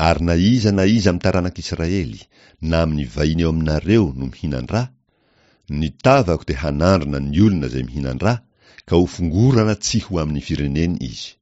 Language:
Malagasy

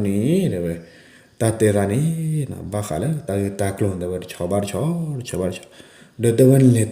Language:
S'gaw Karen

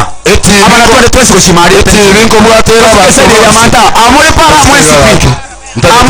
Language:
Gusii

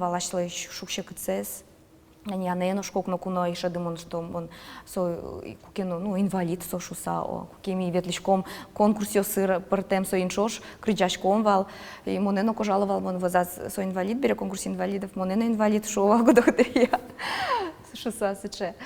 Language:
Udmurt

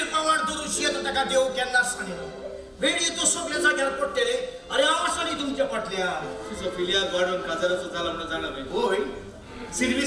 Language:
Konkani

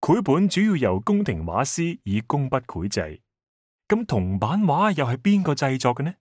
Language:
Cantonese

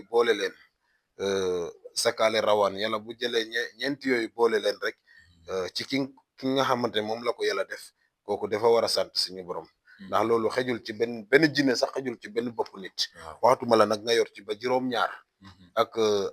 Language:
Wolof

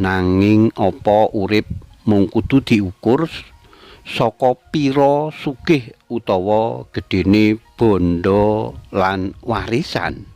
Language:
Javanese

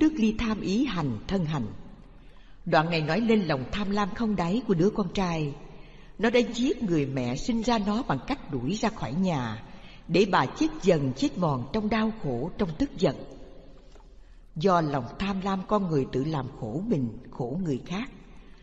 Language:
Vietnamese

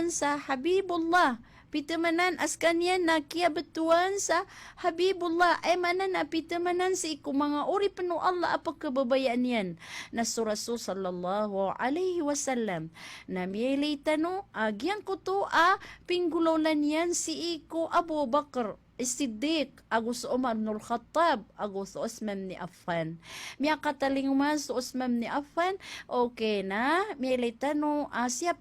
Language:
Maranao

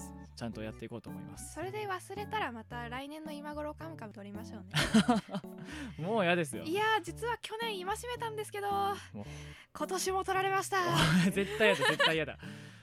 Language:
Japanese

